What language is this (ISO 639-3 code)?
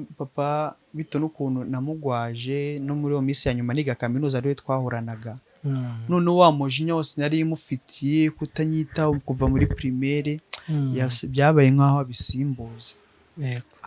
kin